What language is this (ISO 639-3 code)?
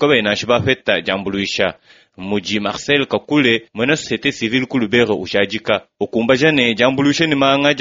lua